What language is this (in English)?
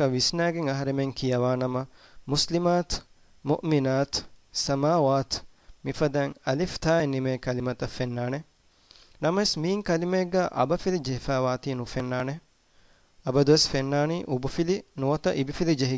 Divehi